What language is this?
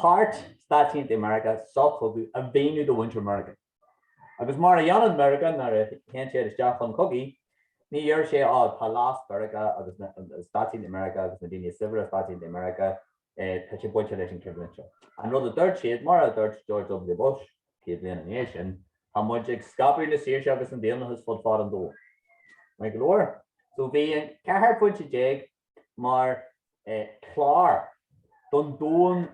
Irish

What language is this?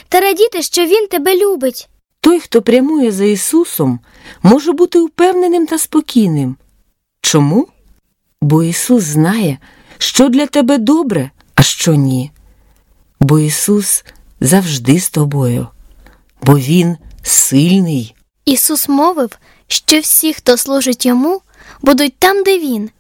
Ukrainian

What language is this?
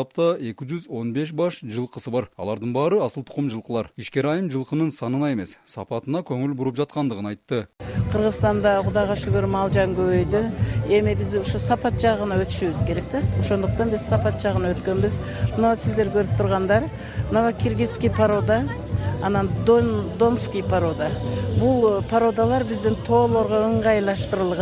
Kyrgyz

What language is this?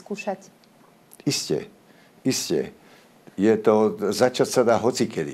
Slovak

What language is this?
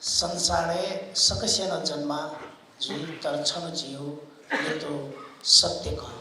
Newari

